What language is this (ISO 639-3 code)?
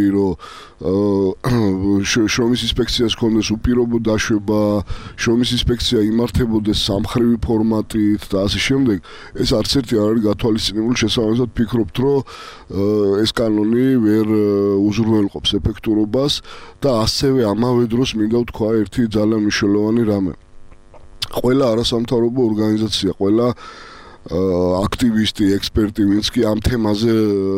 kat